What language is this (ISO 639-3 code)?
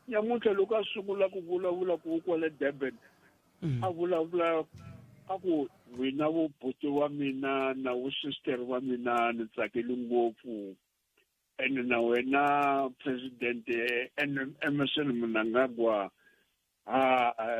tso